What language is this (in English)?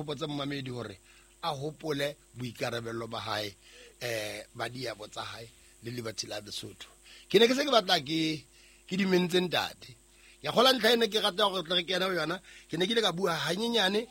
Southern Sotho